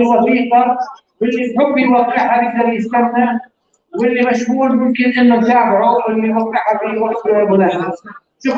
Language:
North Levantine Arabic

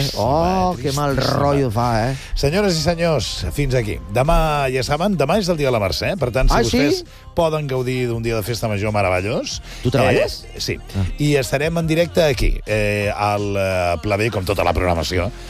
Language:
Catalan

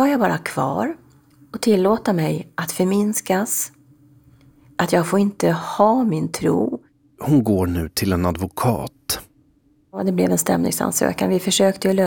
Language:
Swedish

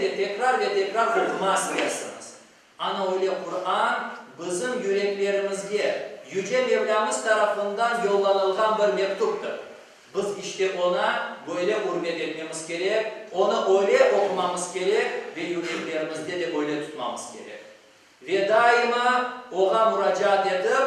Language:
Crimean Tatar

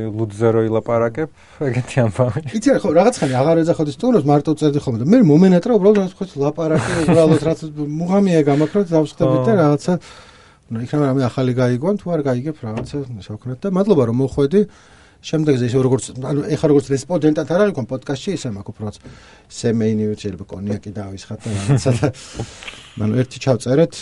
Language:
Georgian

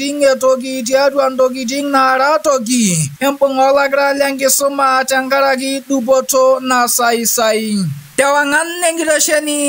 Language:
Masai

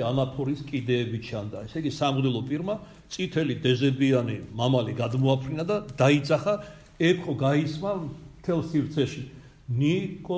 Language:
Georgian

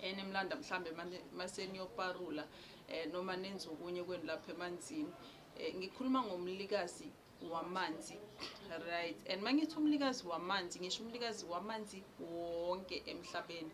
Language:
Zulu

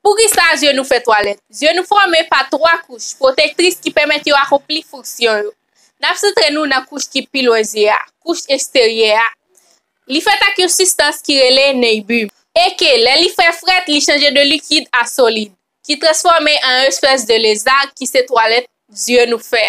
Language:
Haitian Creole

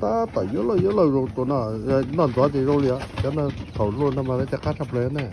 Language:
Hmong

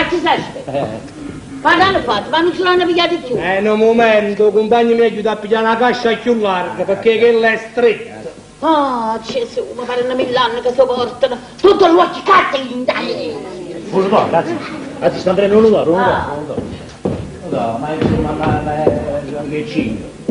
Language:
Neapolitan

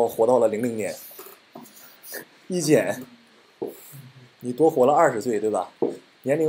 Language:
Chinese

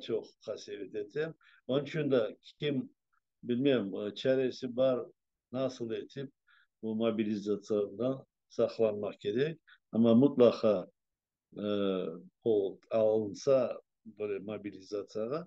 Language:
Crimean Tatar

